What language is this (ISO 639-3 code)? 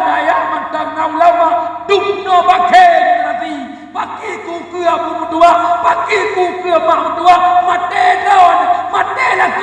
ace